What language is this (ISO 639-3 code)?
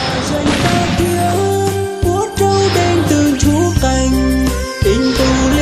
hmn